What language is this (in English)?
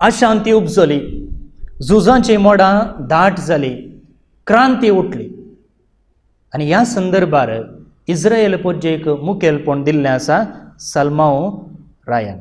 Konkani